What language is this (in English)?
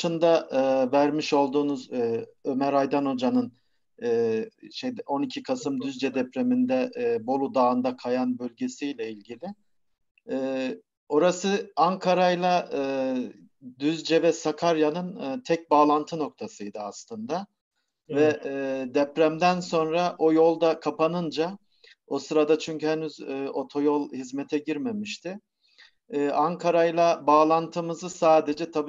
Turkish